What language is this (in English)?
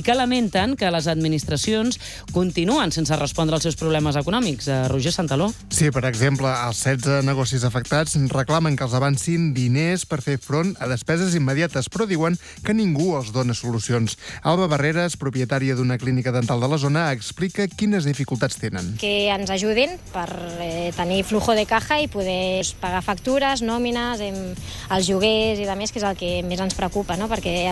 Catalan